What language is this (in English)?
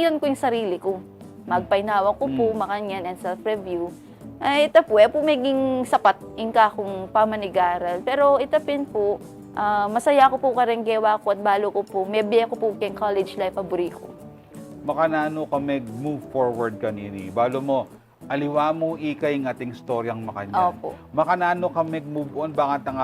Pampanga